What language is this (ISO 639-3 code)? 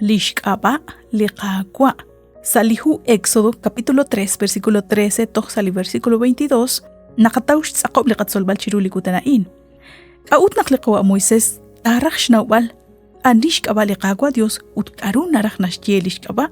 kek